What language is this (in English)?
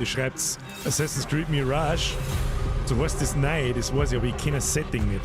Bavarian